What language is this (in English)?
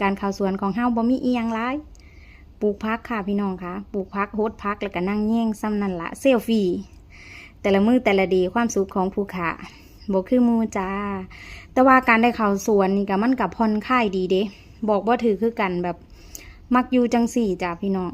Lao